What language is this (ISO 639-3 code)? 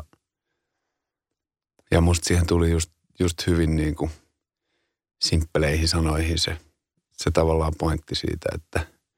fin